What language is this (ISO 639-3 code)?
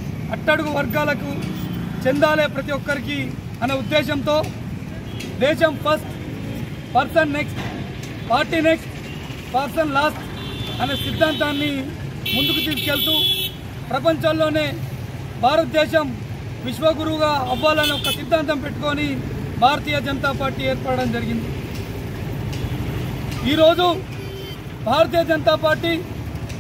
tel